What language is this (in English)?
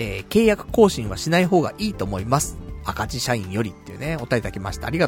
Japanese